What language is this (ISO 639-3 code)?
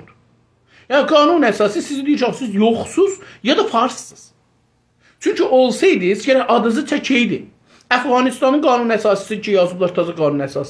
azb